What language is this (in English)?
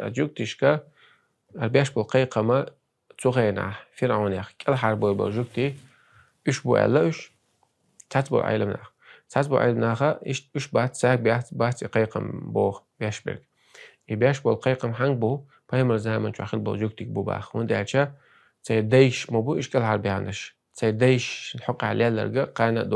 Chechen